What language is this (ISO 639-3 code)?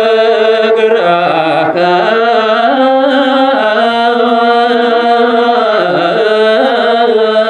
ban